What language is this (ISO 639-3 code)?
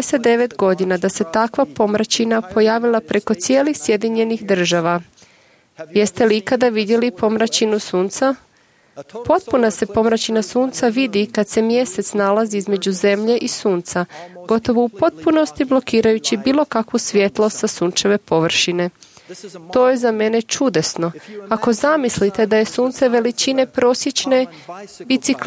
hrv